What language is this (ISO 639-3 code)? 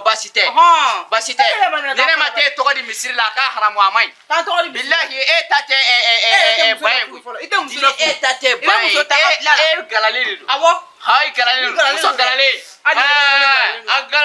bam